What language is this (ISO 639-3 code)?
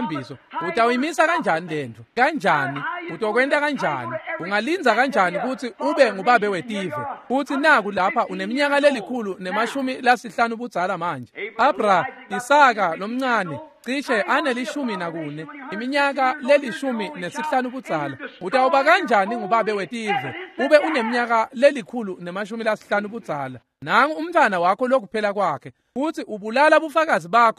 ssw